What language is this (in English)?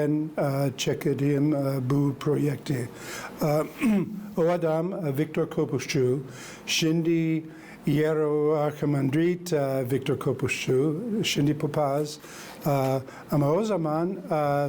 Gagauz